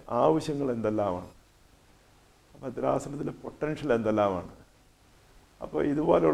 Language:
Malayalam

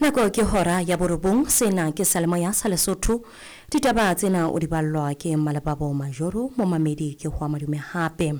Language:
Southern Sotho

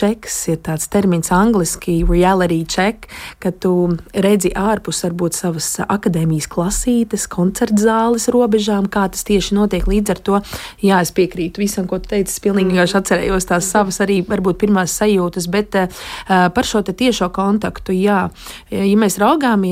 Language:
Latvian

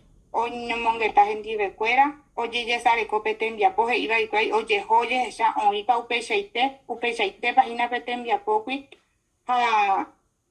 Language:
Guarani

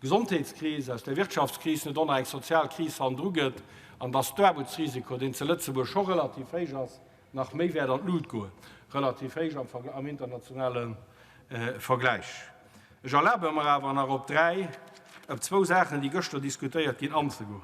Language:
Luxembourgish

